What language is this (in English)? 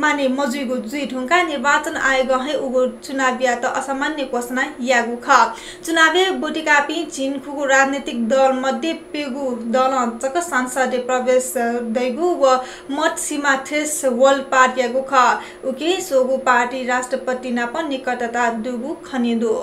Newari